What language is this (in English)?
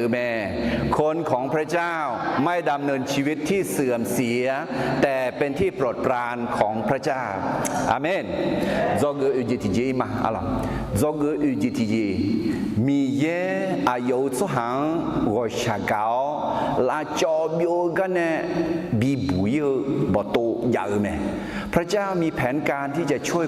Akha